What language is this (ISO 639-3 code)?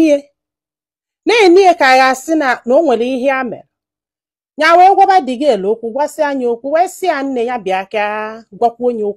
ibo